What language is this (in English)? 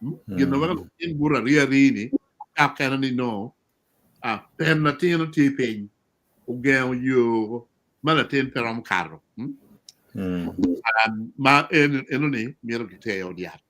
Acoli